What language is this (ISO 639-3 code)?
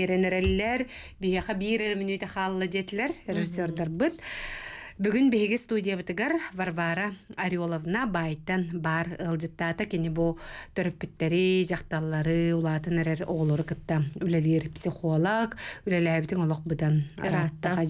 sah